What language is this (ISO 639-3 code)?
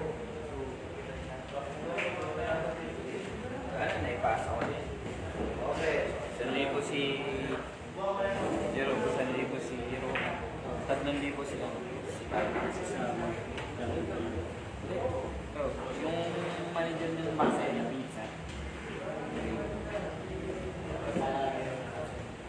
fil